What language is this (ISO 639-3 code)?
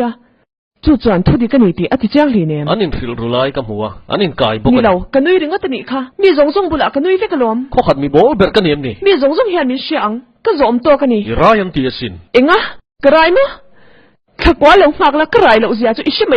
lus